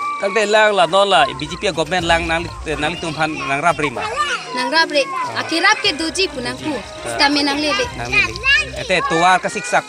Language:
Karbi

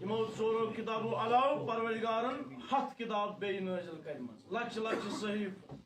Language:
Kashmiri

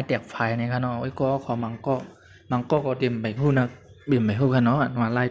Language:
Shan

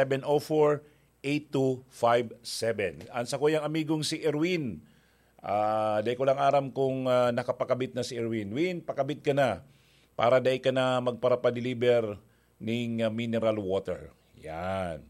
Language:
Bikol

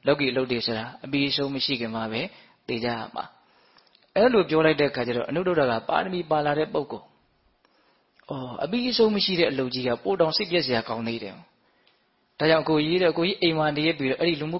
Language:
Burmese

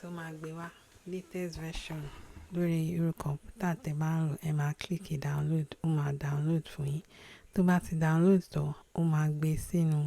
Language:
Yoruba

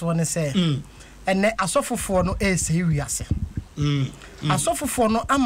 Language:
Akan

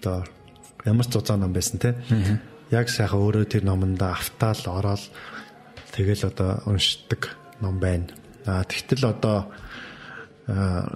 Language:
Mongolian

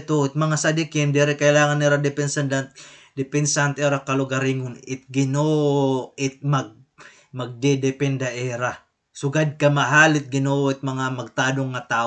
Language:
Waray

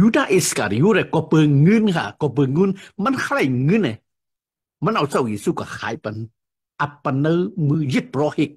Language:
Shan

